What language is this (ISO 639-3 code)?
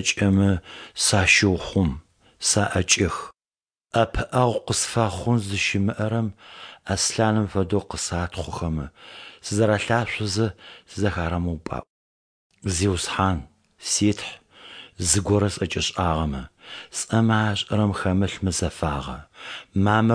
ady